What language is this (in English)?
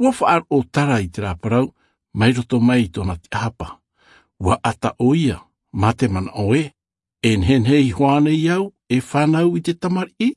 Tahitian